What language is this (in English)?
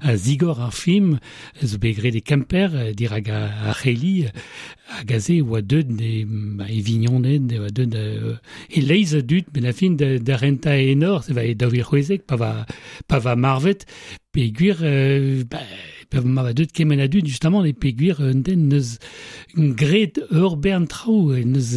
Breton